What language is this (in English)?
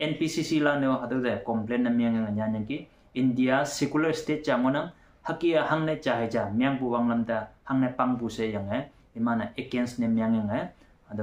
Konyak Naga